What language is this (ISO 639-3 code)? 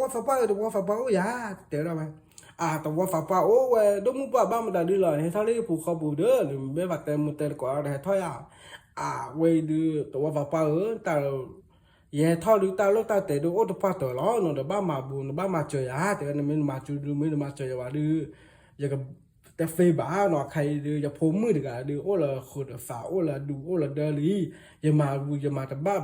ksw